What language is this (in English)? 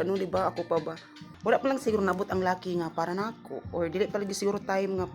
Cebuano